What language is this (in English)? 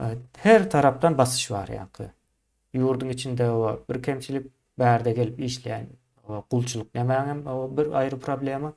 Turkmen